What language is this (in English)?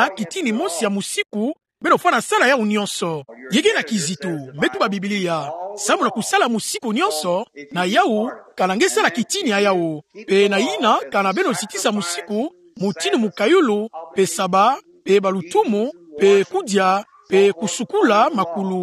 Kituba (Democratic Republic of Congo)